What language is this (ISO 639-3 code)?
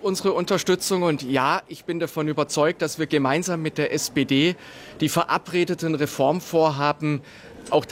deu